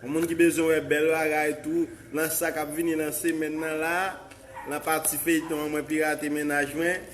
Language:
Haitian Creole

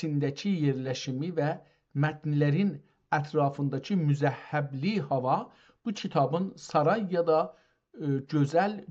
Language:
South Azerbaijani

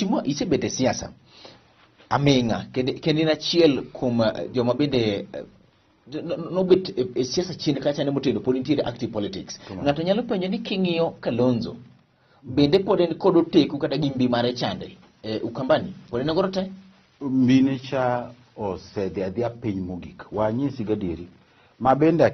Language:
Luo (Kenya and Tanzania)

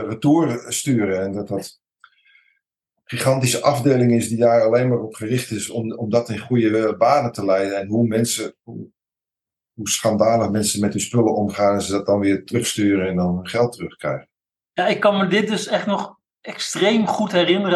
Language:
Dutch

